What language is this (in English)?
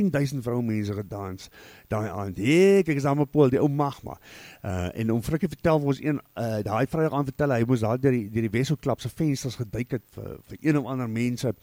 Afrikaans